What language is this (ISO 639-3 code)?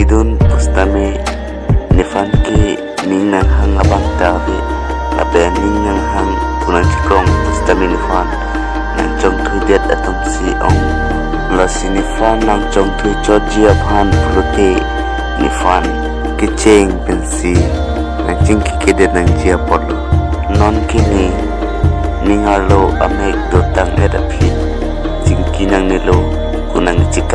mjw